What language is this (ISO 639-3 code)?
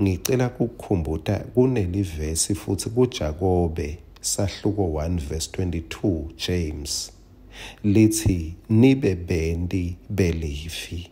ssw